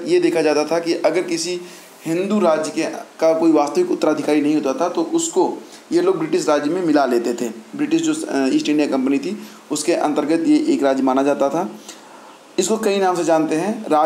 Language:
Hindi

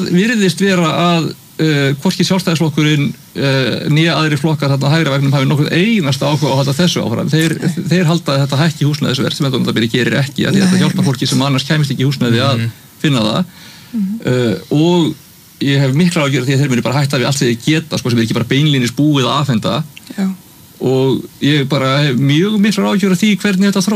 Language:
Icelandic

